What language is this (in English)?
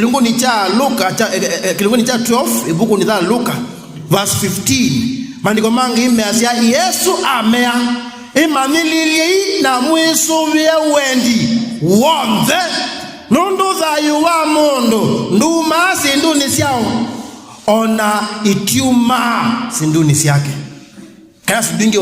Kamba